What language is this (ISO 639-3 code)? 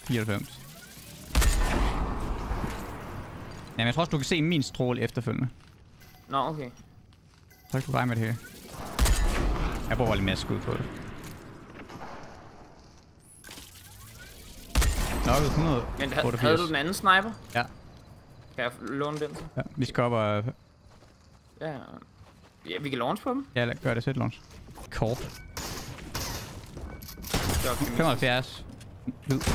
dan